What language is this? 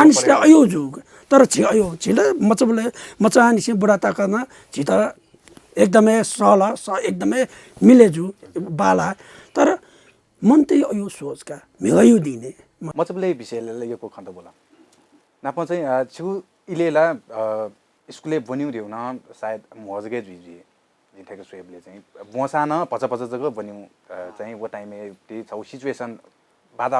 Newari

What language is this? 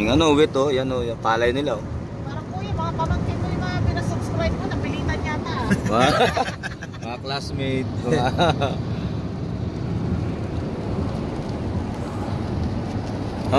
Filipino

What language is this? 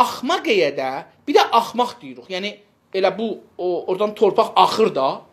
South Azerbaijani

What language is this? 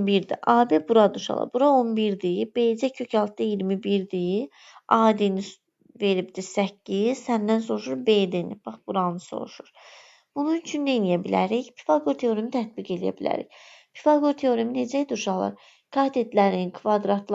Azerbaijani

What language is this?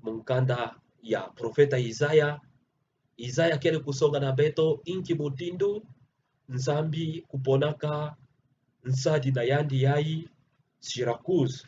Kituba (Democratic Republic of Congo)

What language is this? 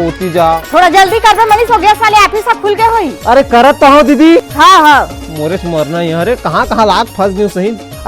Chhattisgarhi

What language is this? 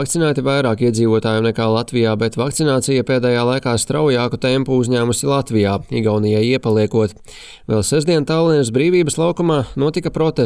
Latvian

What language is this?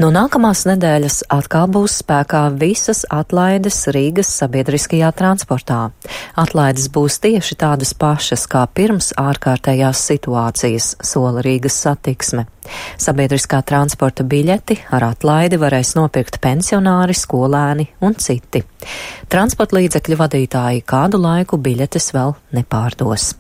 Latvian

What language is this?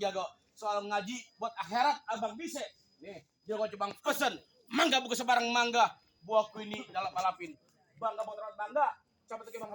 Betawi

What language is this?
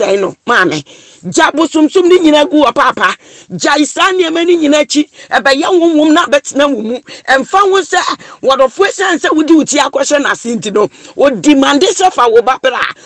Akan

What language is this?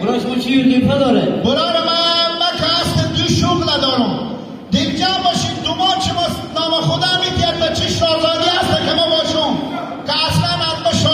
Hazaragi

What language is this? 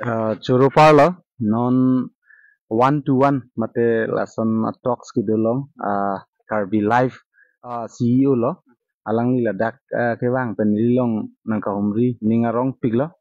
Karbi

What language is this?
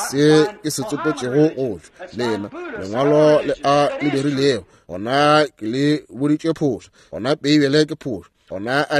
Northern Sotho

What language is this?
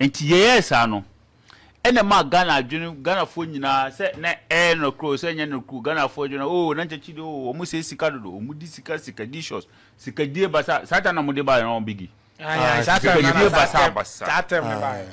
Akan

